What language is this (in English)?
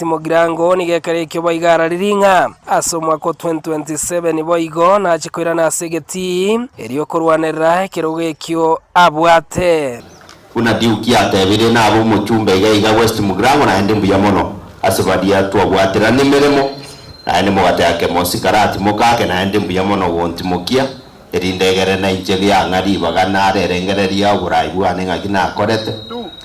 Gusii